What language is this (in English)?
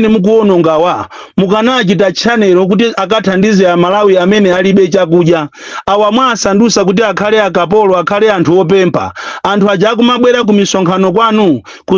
Nyanja